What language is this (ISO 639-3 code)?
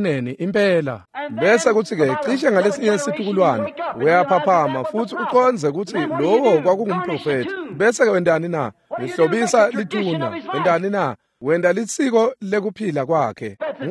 ssw